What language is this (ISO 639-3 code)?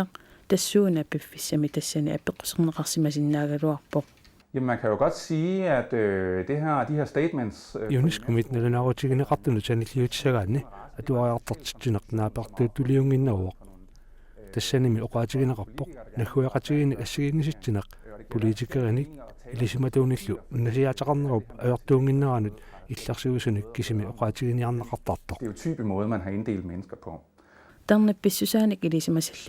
kal